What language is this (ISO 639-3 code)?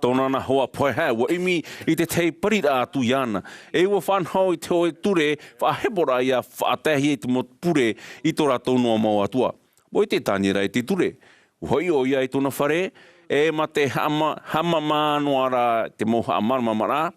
tah